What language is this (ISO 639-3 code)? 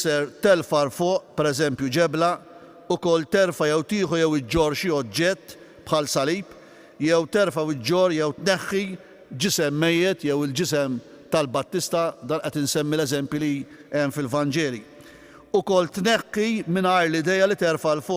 mlt